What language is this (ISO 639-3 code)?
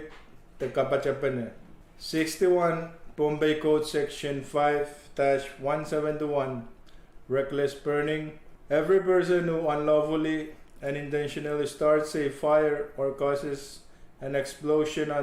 pon